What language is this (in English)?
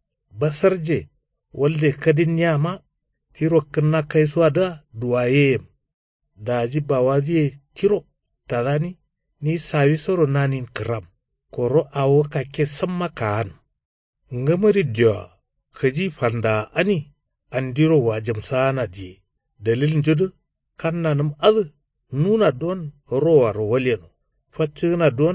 Kanuri